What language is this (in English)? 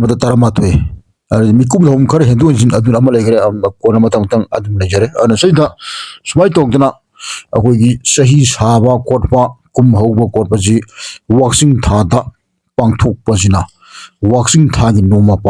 Manipuri